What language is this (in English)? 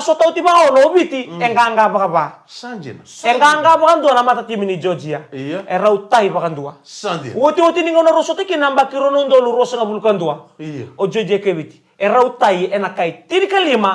Fijian